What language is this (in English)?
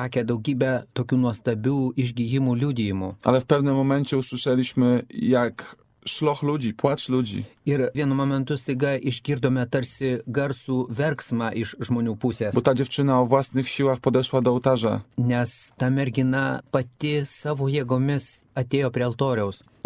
Lithuanian